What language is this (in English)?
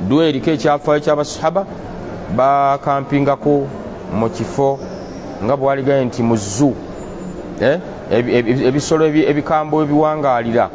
Ganda